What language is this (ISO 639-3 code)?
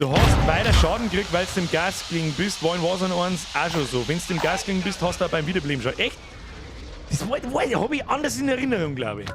bar